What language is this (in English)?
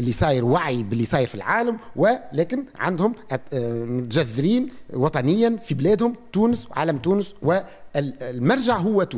Tunisian Arabic